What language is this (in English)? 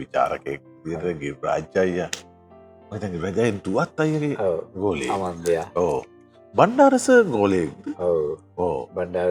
Sinhala